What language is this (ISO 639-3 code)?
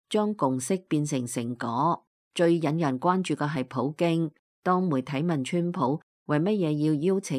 yue